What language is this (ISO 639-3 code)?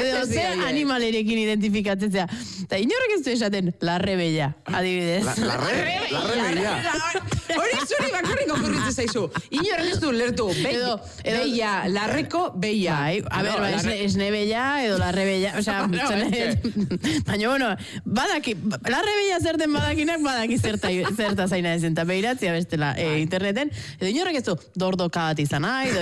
eus